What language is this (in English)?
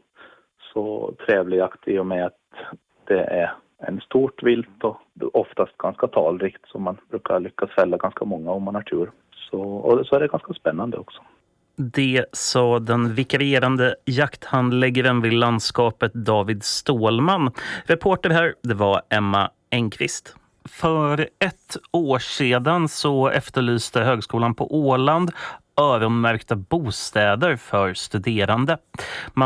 Swedish